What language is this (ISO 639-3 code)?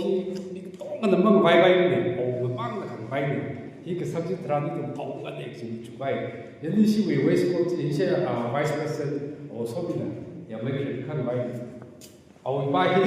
nmf